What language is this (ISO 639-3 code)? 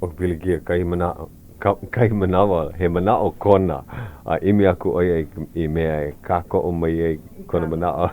haw